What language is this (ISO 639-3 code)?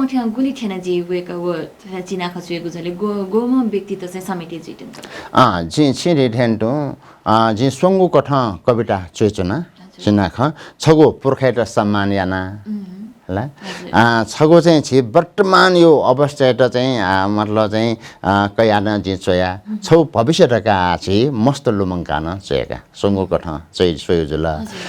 new